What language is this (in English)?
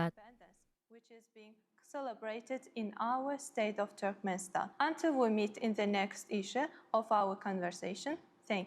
Turkmen